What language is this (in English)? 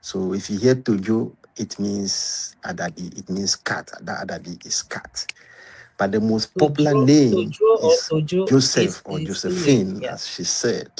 Ewe